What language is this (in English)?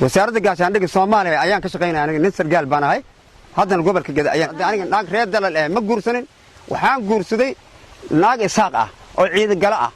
Somali